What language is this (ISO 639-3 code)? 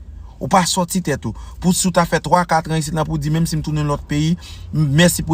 hat